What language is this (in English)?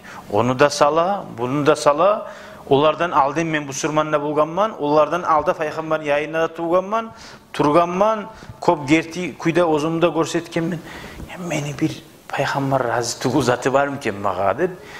Kumyk